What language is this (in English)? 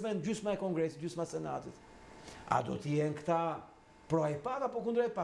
Albanian